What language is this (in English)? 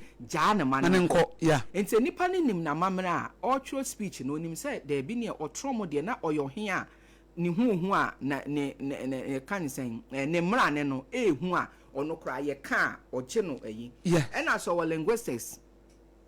Akan